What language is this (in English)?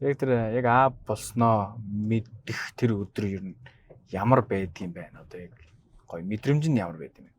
Mongolian